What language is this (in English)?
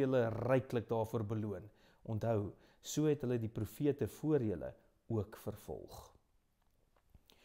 Afrikaans